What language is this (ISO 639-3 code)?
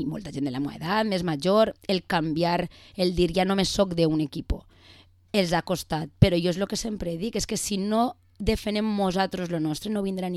cat